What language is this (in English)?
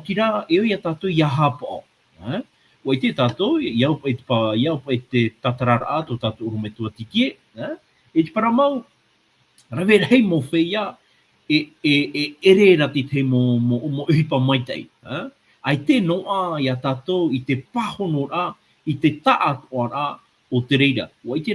Tahitian